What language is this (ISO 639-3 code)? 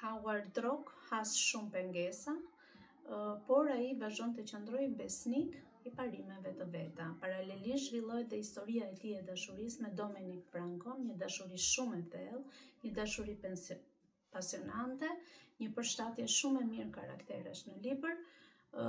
sqi